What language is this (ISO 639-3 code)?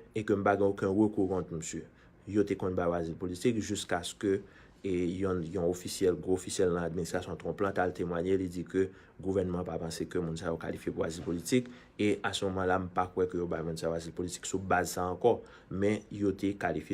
hat